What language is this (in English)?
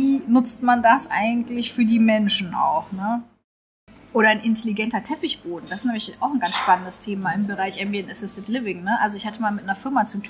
German